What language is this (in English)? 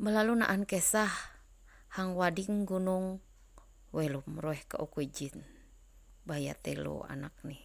Ma'anyan